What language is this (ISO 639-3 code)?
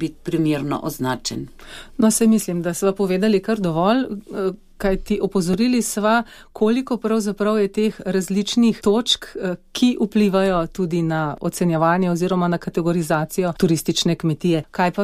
slv